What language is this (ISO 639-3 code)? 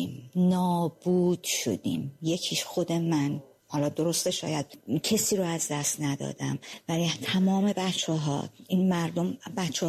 fas